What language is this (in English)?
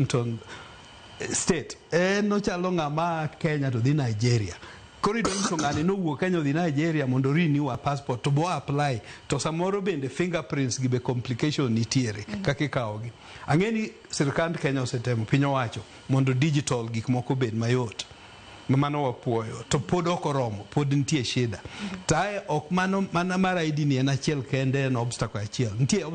Luo (Kenya and Tanzania)